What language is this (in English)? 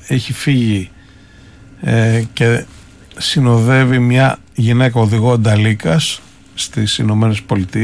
Greek